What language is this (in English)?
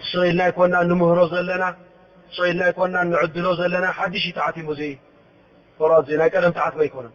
Tigrinya